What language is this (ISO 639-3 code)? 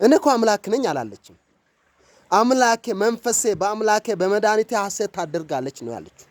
amh